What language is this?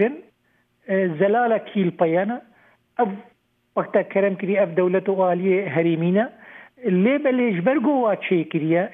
Kurdish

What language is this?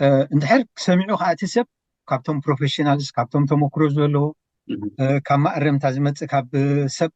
Tigrinya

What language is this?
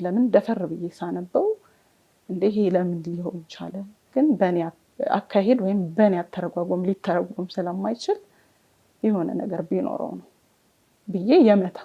Amharic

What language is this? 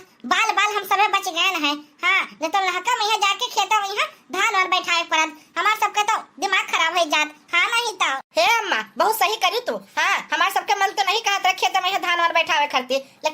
Awadhi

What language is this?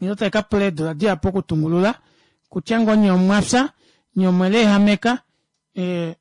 Kuanyama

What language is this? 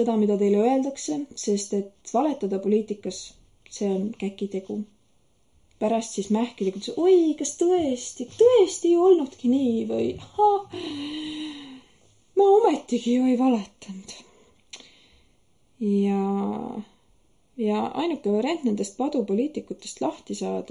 Estonian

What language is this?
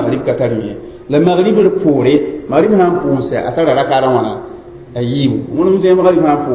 Mossi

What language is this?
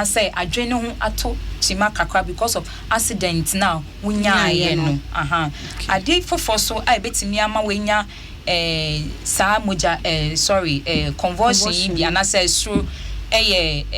Akan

